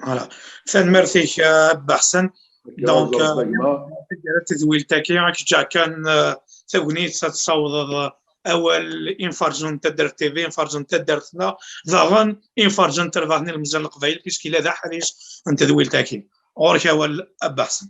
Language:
Kabyle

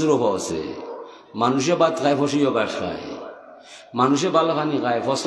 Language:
Sylheti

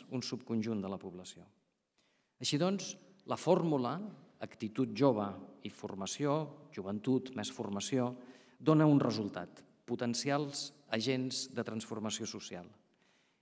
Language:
Catalan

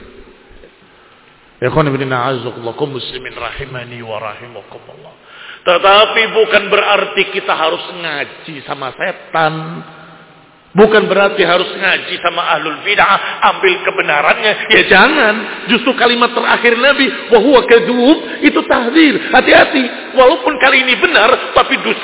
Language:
Indonesian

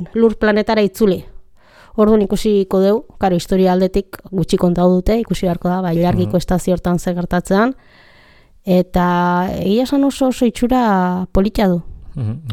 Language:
Basque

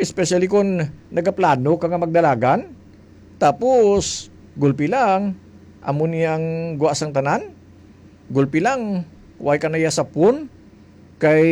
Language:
Hiligaynon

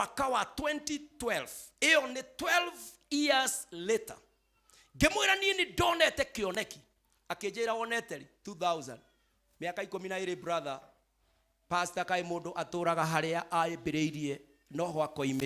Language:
Kikuyu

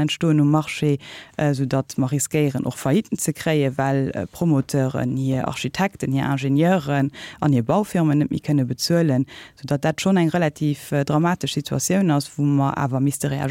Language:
Luxembourgish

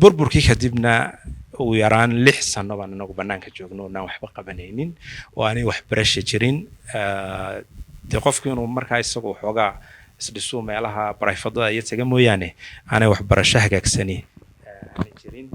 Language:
Somali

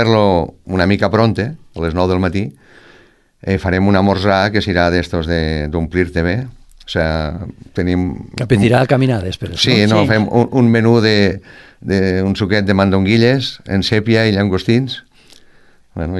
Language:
Catalan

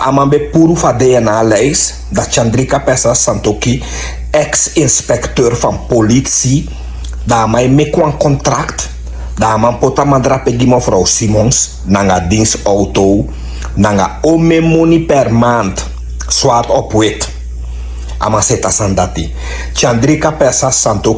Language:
Sranan Tongo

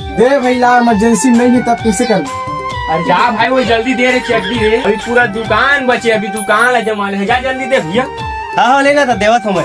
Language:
Chhattisgarhi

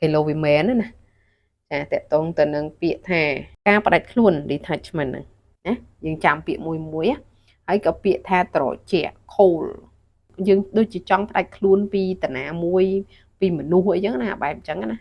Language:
Khmer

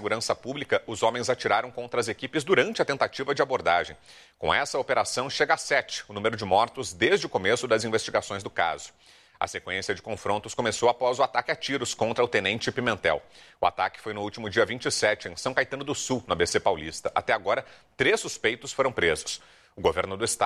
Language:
Portuguese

